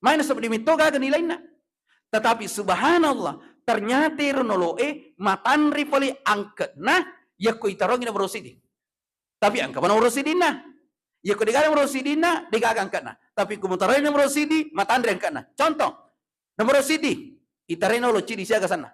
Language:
Buginese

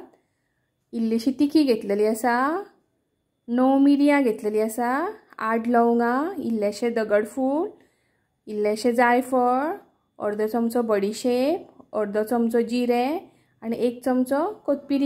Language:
Konkani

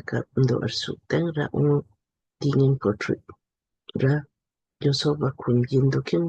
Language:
Lamkang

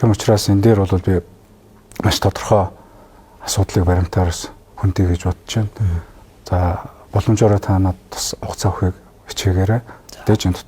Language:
Mongolian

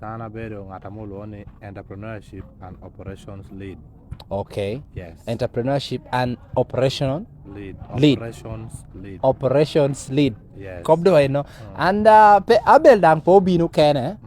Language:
Lango (Uganda)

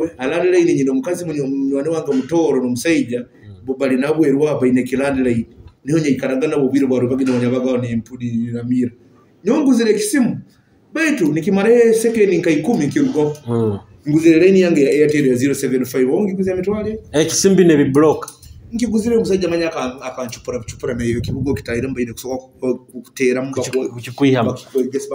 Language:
Nyoro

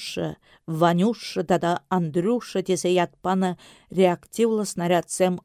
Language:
Chuvash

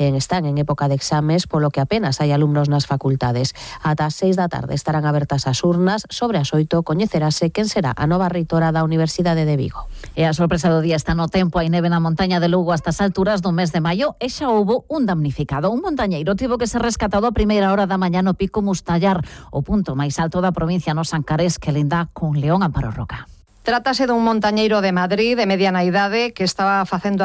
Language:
Galician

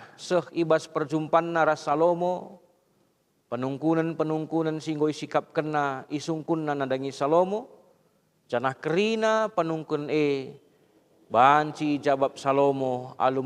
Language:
Batak Karo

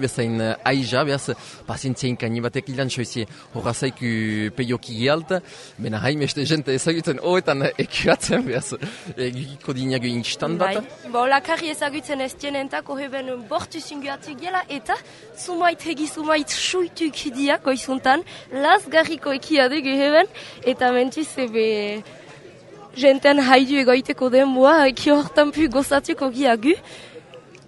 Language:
Basque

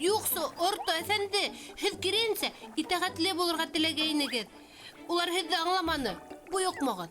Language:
Bashkir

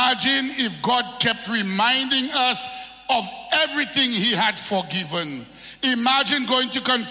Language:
English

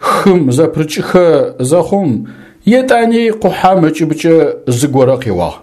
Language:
Adyghe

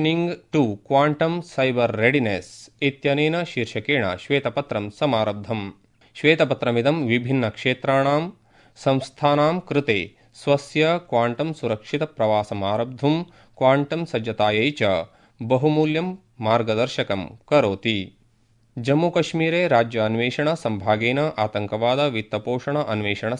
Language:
Sanskrit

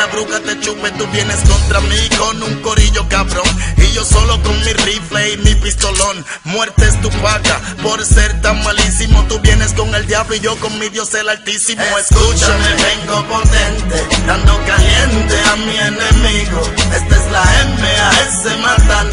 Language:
Spanish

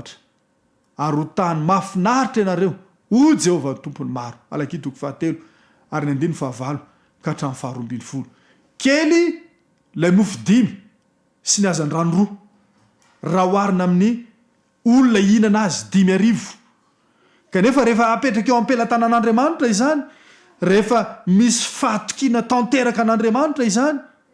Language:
Malagasy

